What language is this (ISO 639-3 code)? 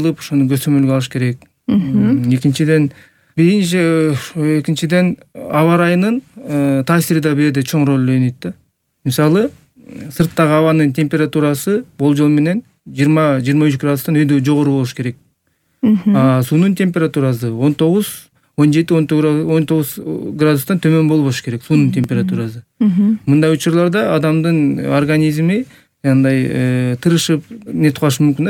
kir